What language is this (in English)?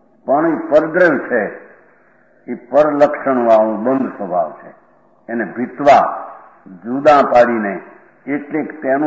Gujarati